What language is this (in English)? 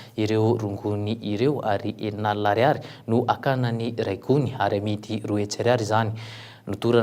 Malagasy